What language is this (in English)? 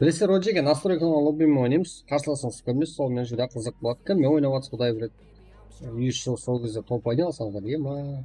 Kara-Kalpak